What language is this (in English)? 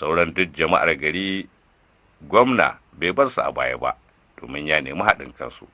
Hausa